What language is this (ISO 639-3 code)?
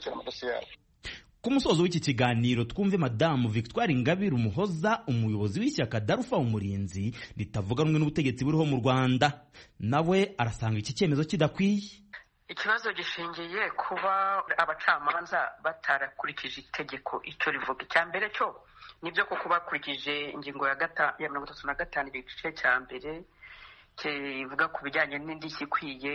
kin